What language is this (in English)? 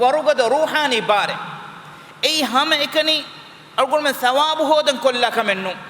Divehi